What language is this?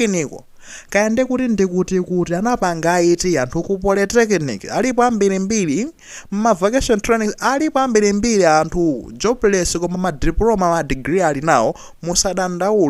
Nyanja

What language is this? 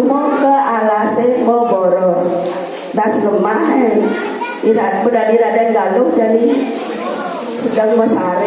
Balinese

